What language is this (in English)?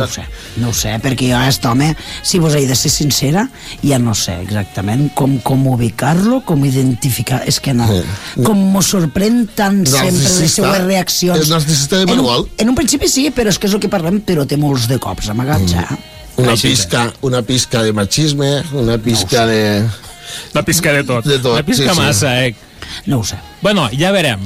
Catalan